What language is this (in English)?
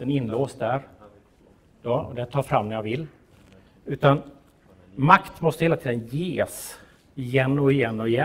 Swedish